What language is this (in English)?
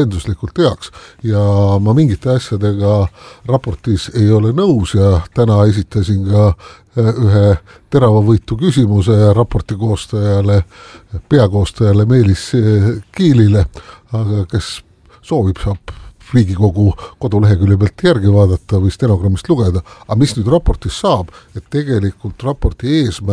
Estonian